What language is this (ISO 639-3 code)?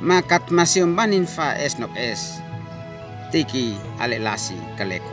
aoz